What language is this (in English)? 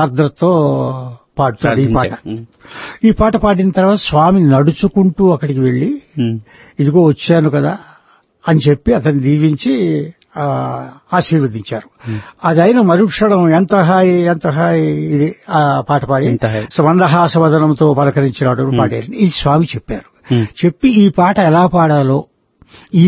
Telugu